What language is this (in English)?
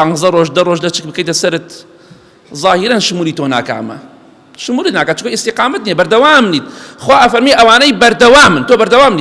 Central Kurdish